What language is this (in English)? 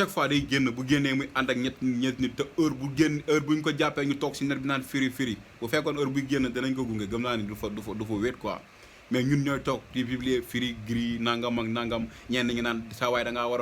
Wolof